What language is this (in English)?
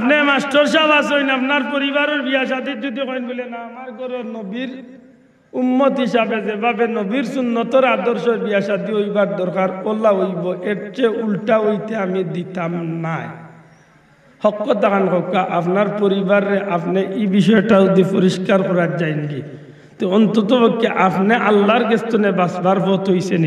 Sylheti